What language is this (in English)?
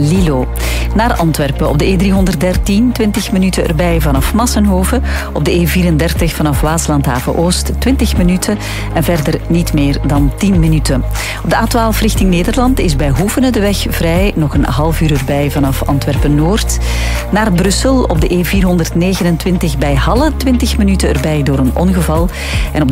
Dutch